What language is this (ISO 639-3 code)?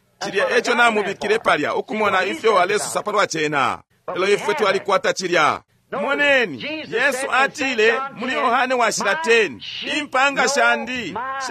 bem